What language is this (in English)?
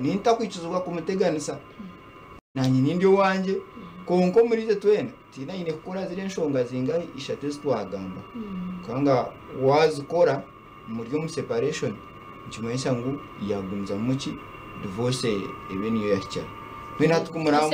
Nyankole